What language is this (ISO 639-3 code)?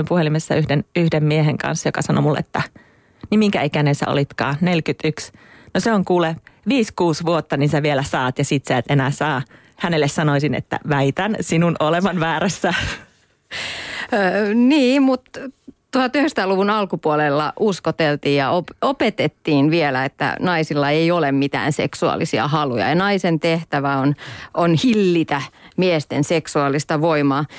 fin